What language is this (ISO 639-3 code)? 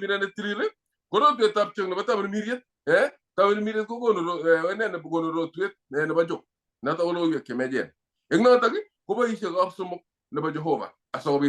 kln